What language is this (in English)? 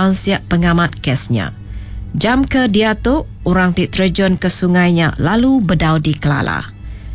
Iban